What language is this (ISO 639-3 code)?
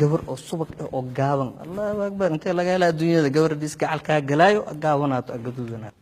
som